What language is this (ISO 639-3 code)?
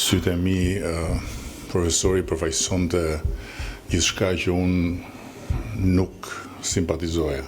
sqi